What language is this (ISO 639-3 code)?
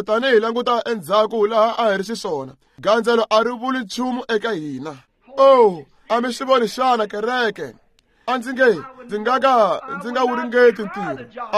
tso